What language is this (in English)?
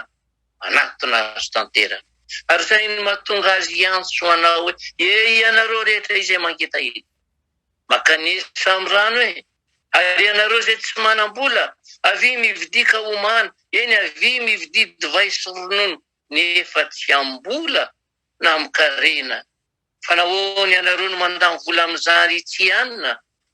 Malagasy